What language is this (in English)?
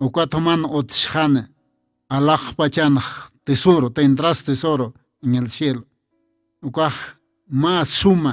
Aymara